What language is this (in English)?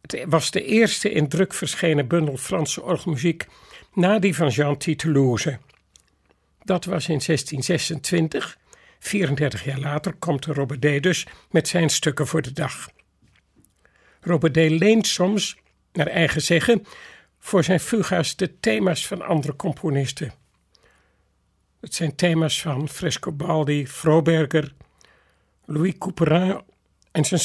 Dutch